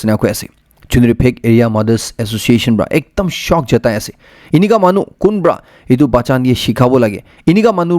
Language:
Naga Pidgin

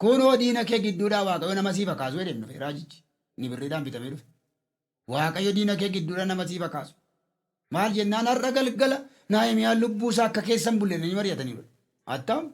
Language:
Oromo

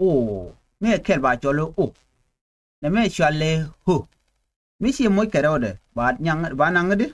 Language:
Nuer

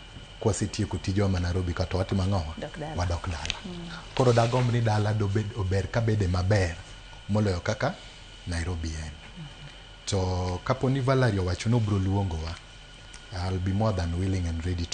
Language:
Luo (Kenya and Tanzania)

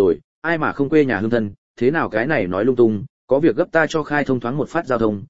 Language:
Vietnamese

